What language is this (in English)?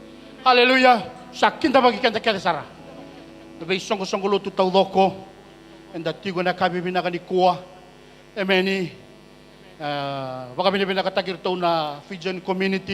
Fijian